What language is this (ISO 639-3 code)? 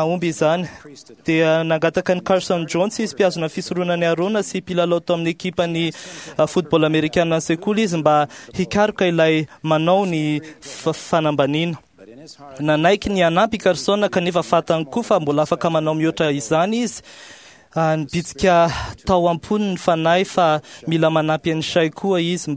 mlg